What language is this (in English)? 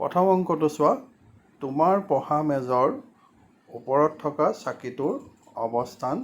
Assamese